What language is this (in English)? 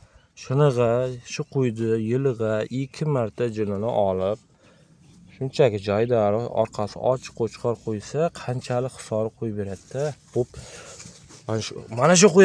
Uzbek